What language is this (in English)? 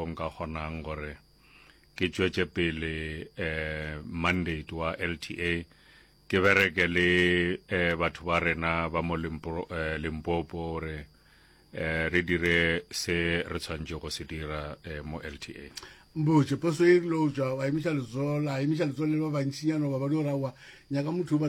Northern Sotho